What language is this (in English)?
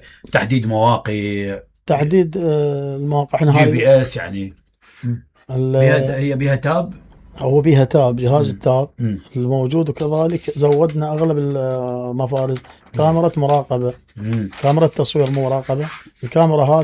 Mesopotamian Arabic